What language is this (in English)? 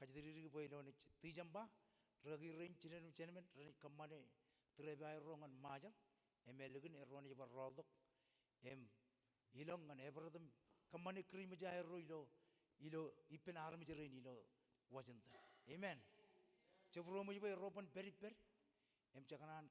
Marshallese